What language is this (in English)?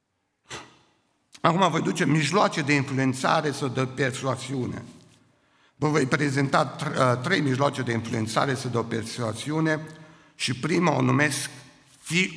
Romanian